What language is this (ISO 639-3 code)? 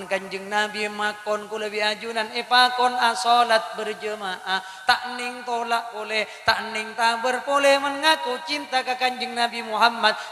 mad